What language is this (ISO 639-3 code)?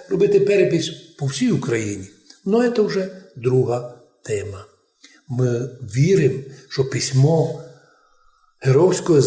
rue